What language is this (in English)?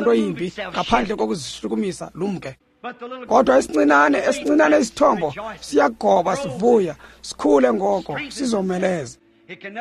Xhosa